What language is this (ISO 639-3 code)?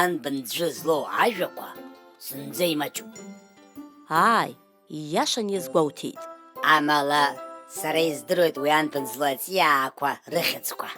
abk